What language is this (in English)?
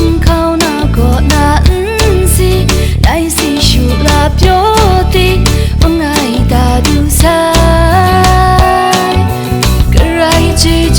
Kachin